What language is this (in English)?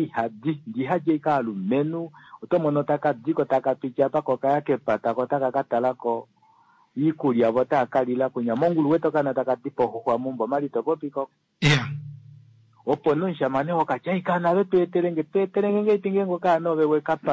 Kuanyama